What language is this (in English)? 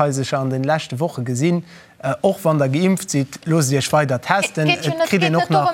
Luxembourgish